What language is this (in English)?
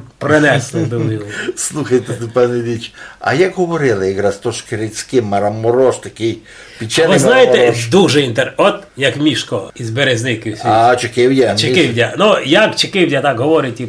Rusyn